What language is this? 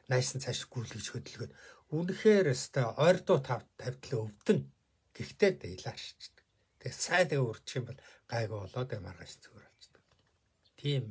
Mongolian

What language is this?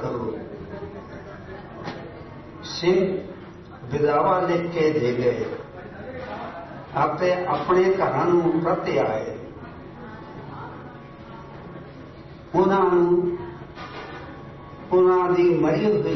Punjabi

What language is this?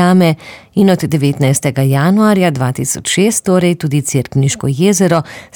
Slovenian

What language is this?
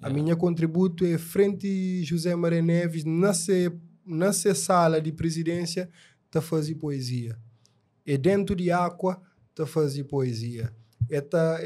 Kabuverdianu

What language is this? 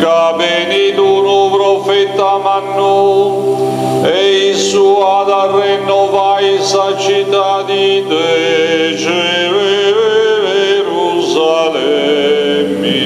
Sardinian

